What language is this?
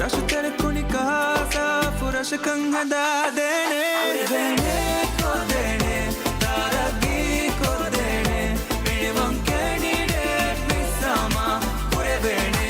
Divehi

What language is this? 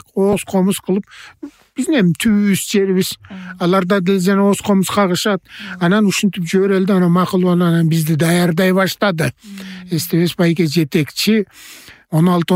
Kyrgyz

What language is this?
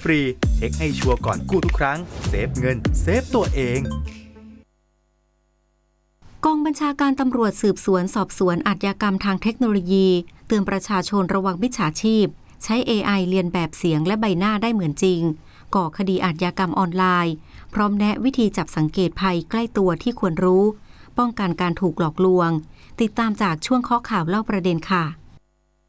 Thai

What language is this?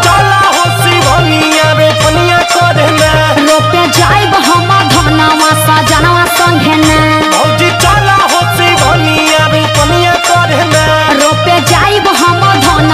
Bhojpuri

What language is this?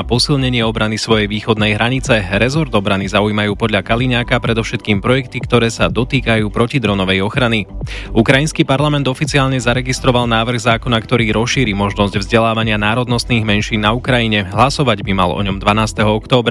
Slovak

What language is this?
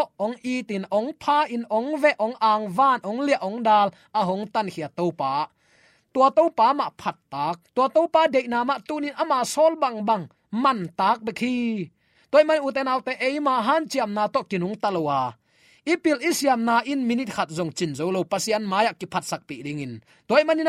Tedim Chin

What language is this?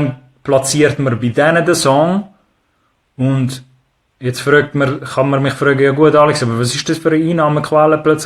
Swiss German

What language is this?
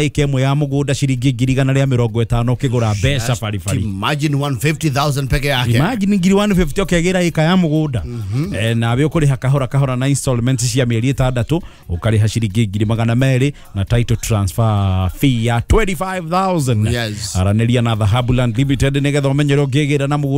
Kikuyu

